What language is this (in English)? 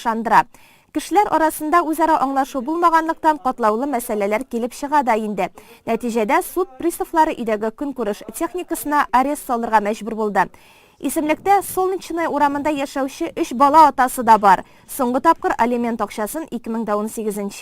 Tatar